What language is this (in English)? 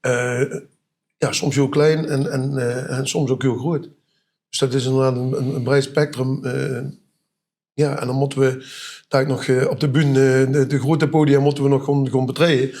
Limburgish